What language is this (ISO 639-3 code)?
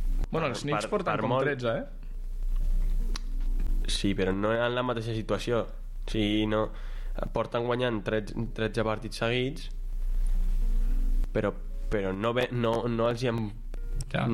cat